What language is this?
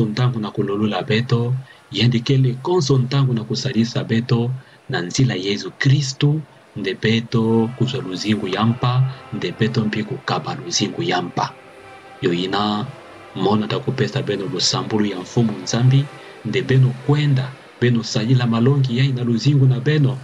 Kituba (Democratic Republic of Congo)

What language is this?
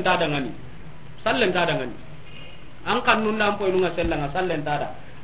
Soninke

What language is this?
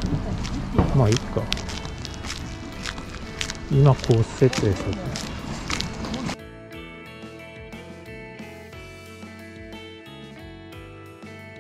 Japanese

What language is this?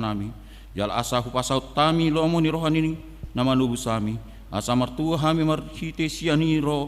Batak Toba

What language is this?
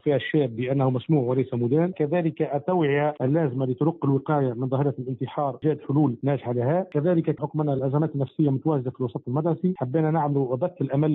Tunisian Arabic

